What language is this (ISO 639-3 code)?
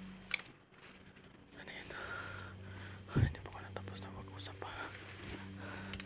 fil